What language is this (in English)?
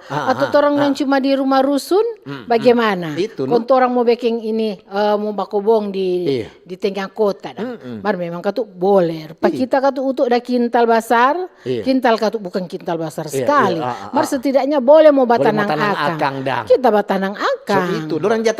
Manado Malay